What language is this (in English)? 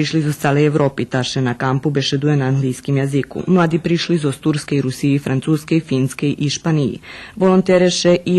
Rusyn